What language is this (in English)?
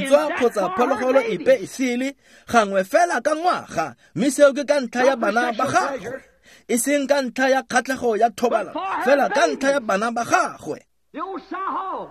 Tswana